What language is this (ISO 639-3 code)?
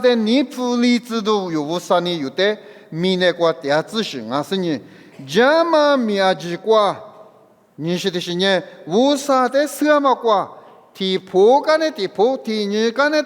lis